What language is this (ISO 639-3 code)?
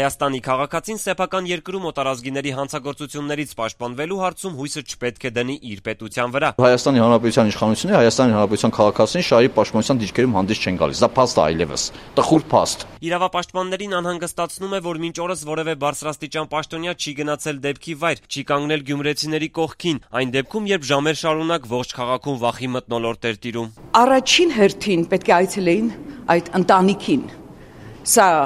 hye